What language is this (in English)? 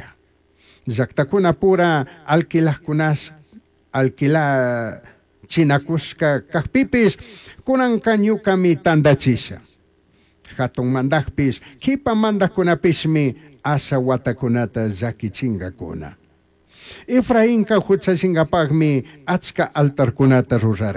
Chimborazo Highland Quichua